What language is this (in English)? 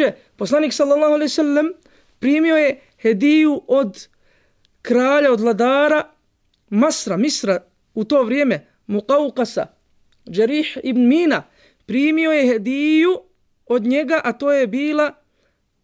Bosnian